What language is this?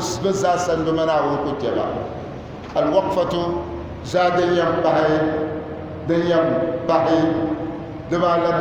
Dagbani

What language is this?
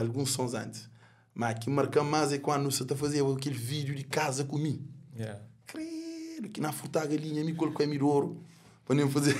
Kabuverdianu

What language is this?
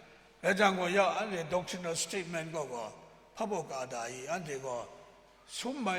Kachin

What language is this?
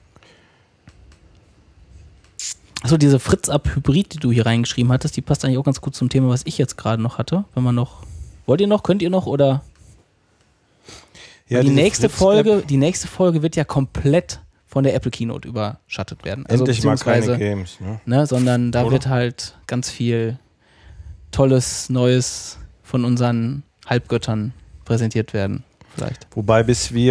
German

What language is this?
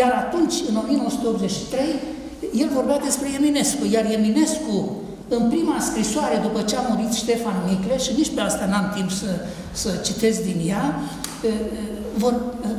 Romanian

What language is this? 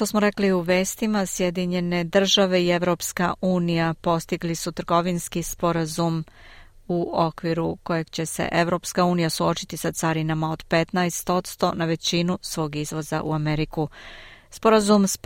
Serbian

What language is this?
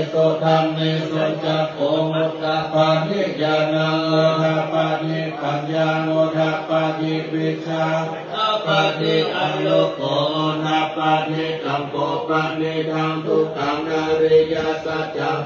Pali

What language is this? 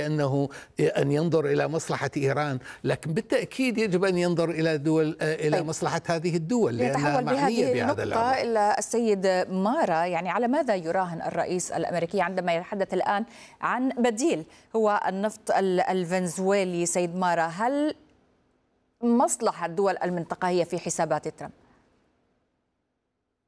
Arabic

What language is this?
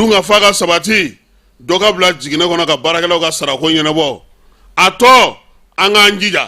Bambara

